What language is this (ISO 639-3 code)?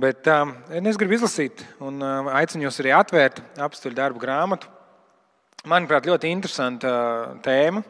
lav